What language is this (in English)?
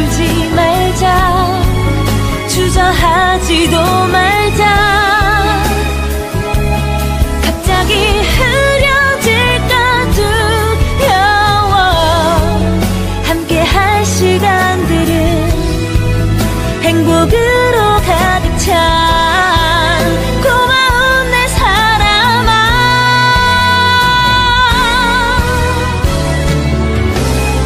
Korean